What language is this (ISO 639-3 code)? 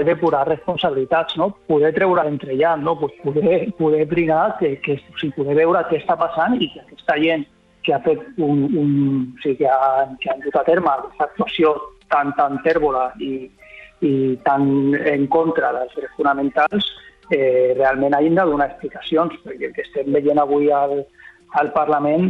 cat